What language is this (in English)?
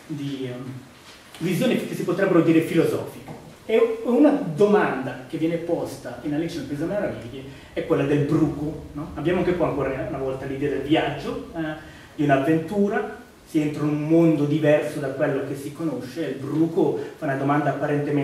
Italian